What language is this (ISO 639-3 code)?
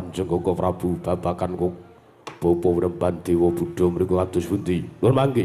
jav